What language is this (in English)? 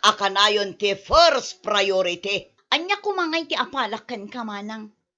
Iloko